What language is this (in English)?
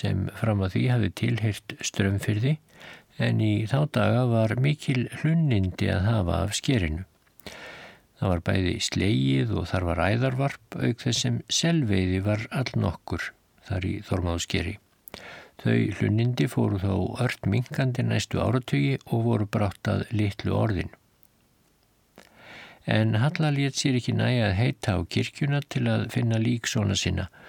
Icelandic